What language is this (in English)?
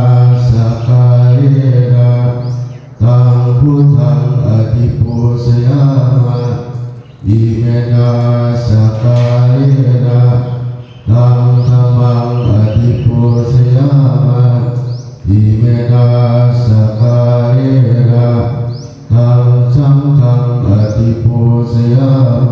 Pali